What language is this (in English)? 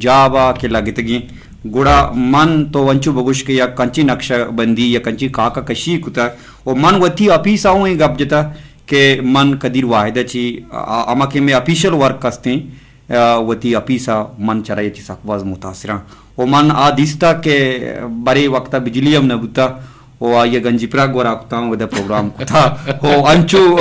Eastern Balochi